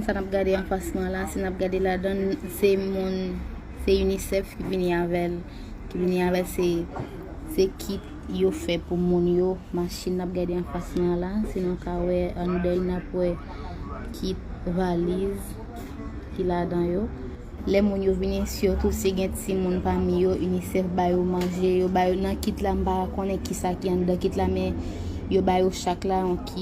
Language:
Haitian Creole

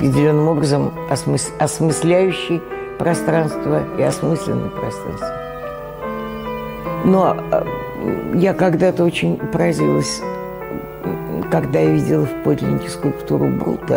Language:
Russian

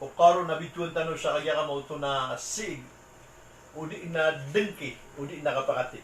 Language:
Maranao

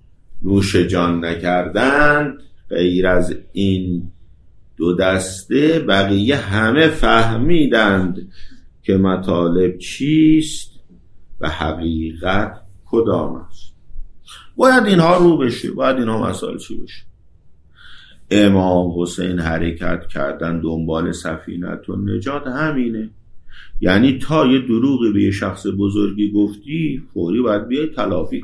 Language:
Persian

